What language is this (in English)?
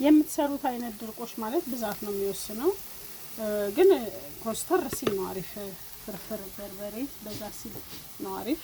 Amharic